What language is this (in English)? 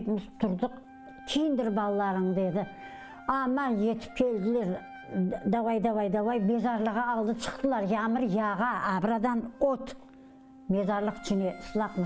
Crimean Tatar